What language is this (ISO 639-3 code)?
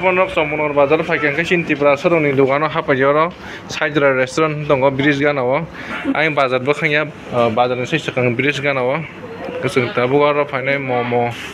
trp